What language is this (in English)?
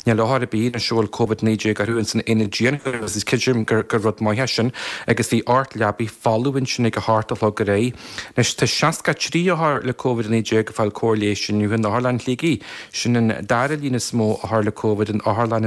Irish